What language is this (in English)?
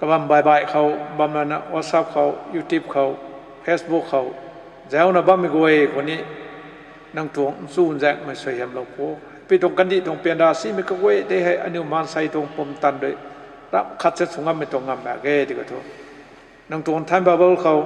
Rongmei Naga